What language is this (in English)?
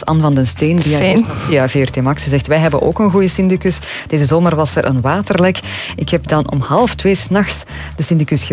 Dutch